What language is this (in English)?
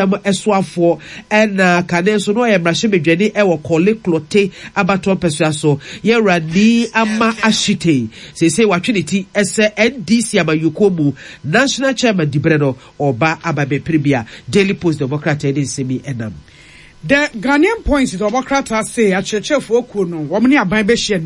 Akan